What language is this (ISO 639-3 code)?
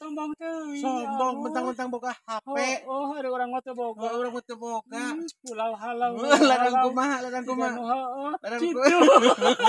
sun